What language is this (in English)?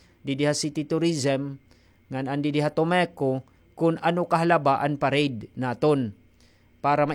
Waray